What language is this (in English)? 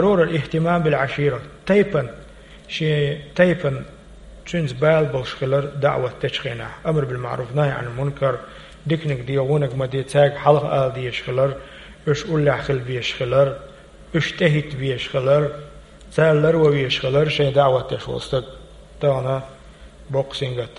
Chechen